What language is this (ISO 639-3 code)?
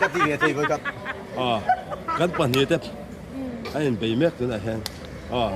lus